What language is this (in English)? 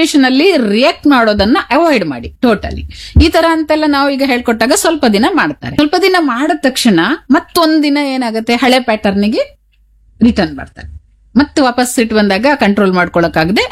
Kannada